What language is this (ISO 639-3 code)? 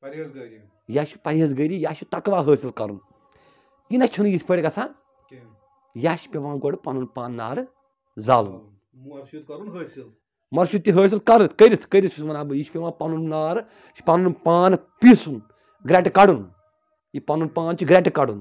kas